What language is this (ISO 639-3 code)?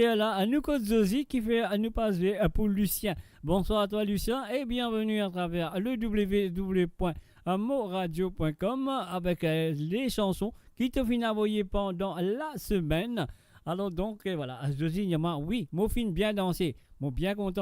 mfe